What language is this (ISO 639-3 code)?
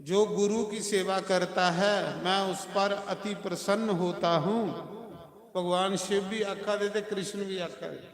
doi